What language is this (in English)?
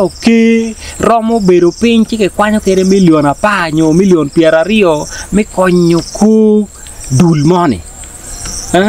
Acoli